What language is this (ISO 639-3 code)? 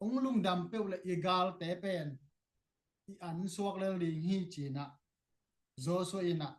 ctd